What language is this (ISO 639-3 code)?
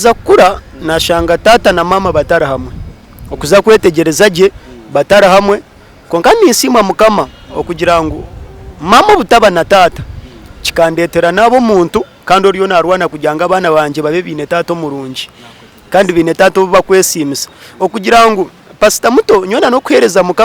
nyn